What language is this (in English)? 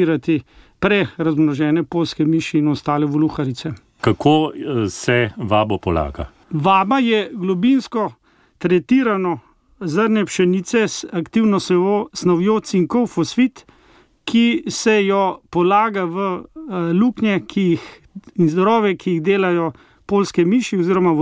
Slovenian